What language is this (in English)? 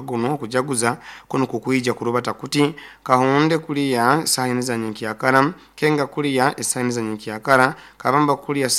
Nyoro